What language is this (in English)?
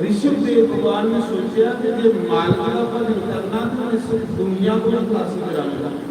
Dogri